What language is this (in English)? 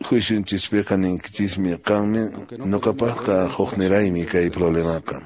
Quechua